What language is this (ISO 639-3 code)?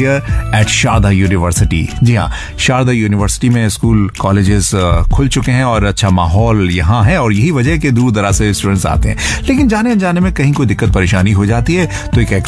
hin